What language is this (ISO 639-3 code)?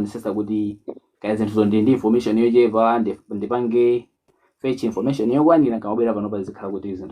nya